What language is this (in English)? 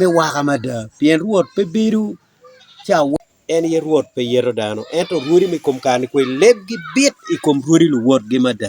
Acoli